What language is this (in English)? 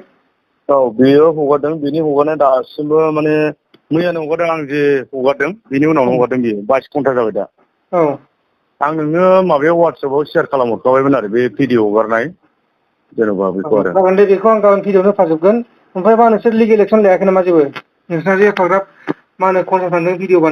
Bodo